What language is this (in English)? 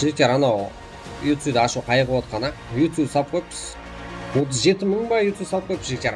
Kara-Kalpak